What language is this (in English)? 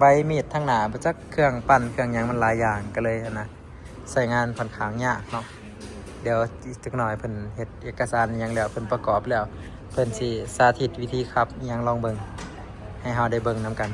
Lao